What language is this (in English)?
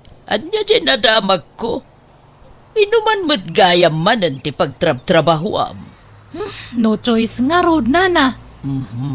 Iloko